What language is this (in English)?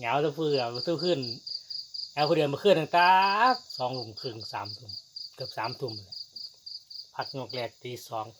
Lao